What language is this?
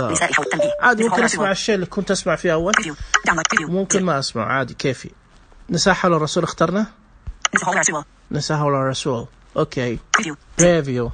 Najdi Arabic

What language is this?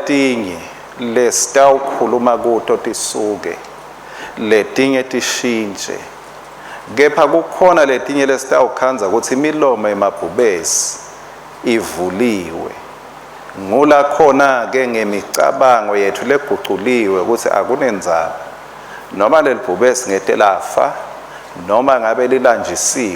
Swati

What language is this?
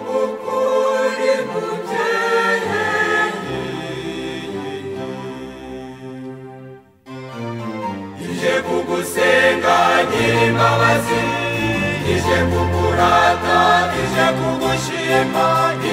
Kinyarwanda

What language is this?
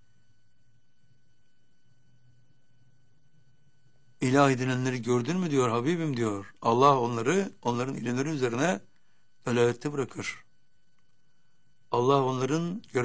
Turkish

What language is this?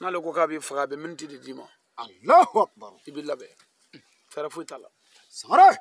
Bambara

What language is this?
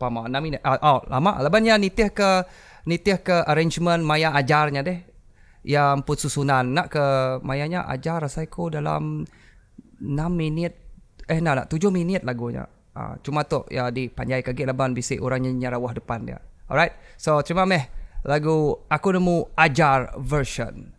Iban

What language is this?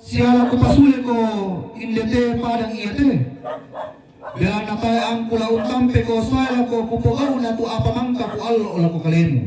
Toraja-Sa'dan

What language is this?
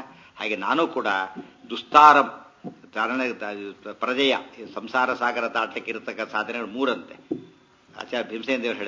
Kannada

